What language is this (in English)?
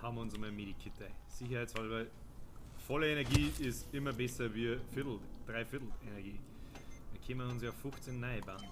Bavarian